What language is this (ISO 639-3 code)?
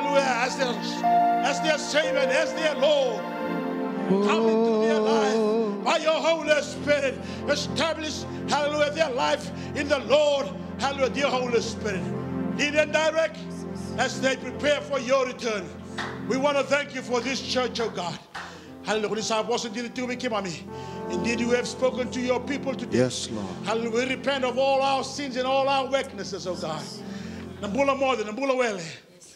fij